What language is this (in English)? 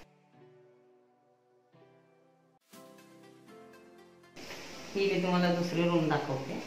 Marathi